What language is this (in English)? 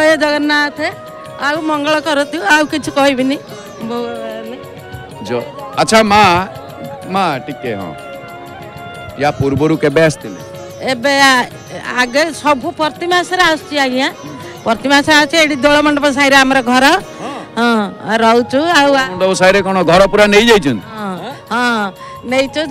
Odia